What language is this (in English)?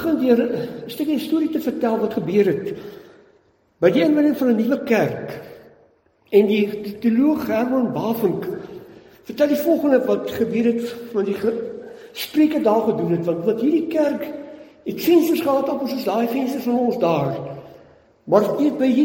Afrikaans